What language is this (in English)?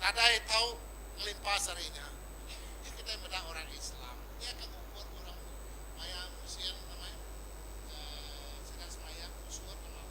Iban